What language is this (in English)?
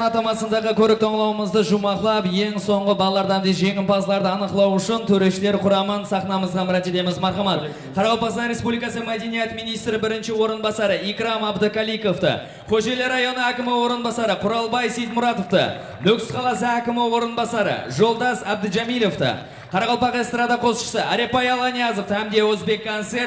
Kara-Kalpak